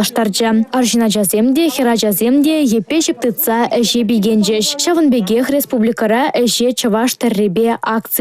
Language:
Chuvash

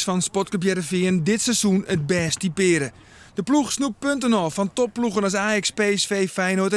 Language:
Western Frisian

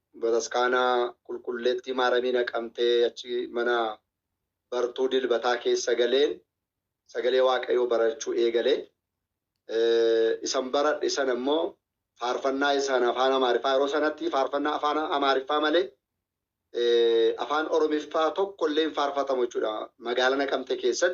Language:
Oromo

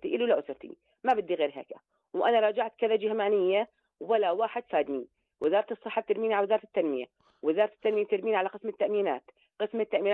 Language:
North Levantine Arabic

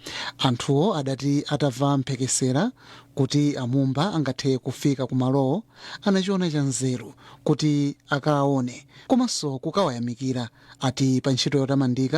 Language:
Nyanja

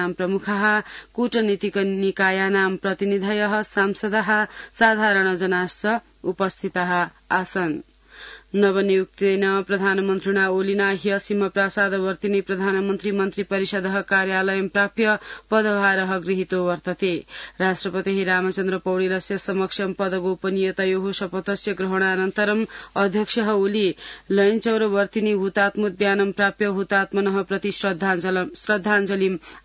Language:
Sanskrit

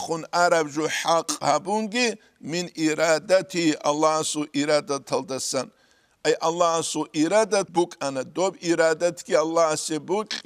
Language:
Avaric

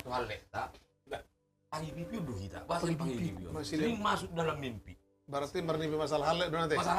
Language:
Batak Toba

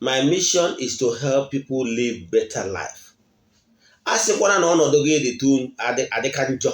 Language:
Igbo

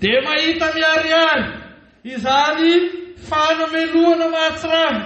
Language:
Malagasy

